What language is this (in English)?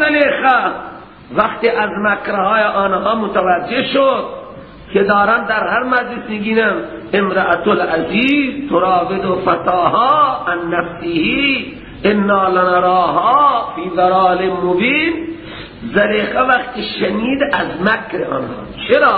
Persian